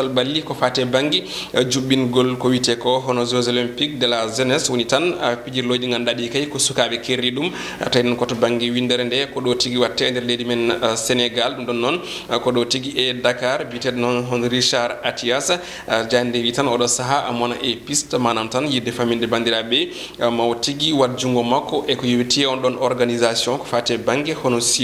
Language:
Fula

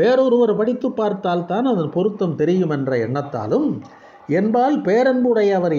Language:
Tamil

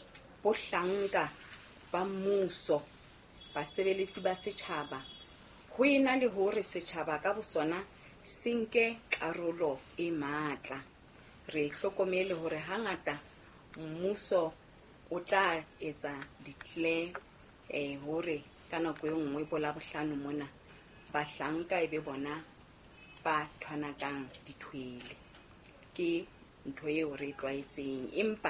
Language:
Southern Sotho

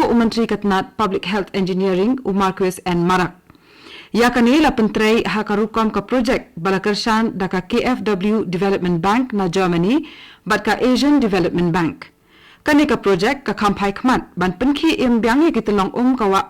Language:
Khasi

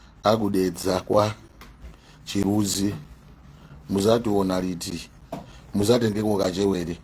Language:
Nyanja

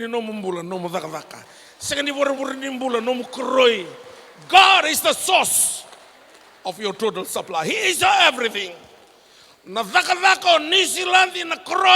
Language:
Fijian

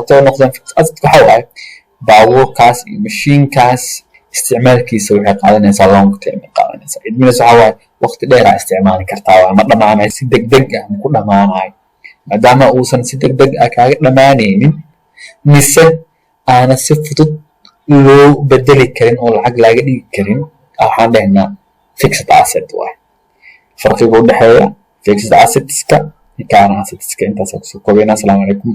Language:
Somali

